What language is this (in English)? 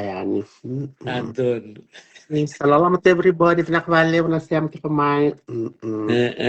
Fijian